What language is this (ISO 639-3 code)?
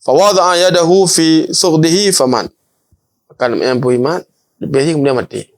ace